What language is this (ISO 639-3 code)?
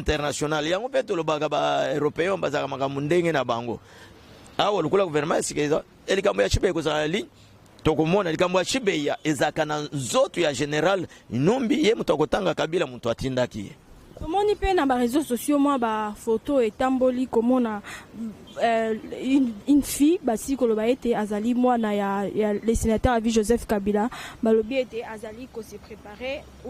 lin